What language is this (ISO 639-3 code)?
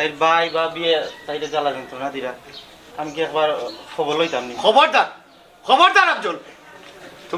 syl